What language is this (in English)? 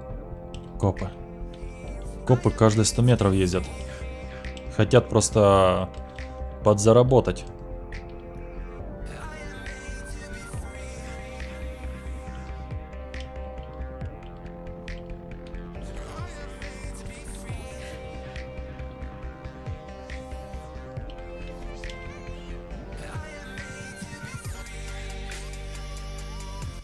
Russian